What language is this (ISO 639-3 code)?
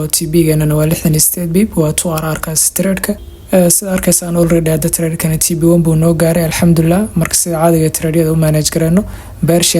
som